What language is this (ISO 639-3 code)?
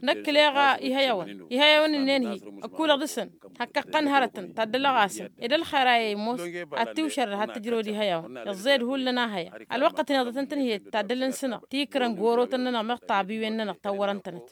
taq